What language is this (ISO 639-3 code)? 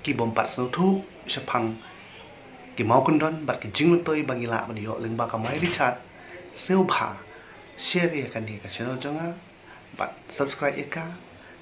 kha